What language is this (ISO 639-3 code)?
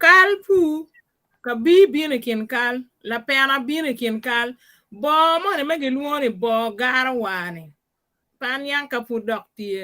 ach